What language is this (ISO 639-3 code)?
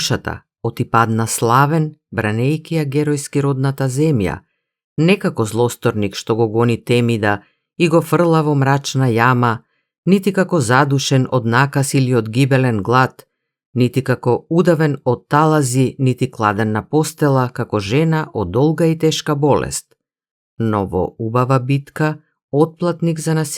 mkd